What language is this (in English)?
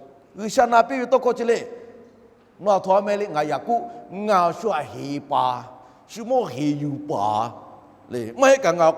Lahu